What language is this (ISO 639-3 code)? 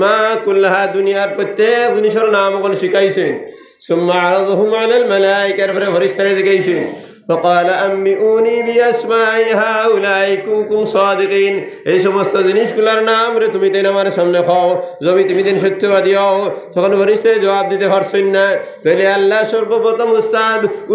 syl